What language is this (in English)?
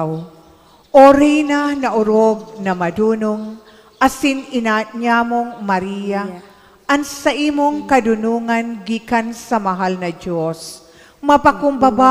Bikol